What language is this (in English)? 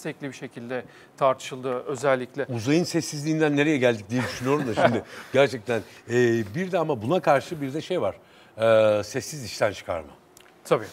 Turkish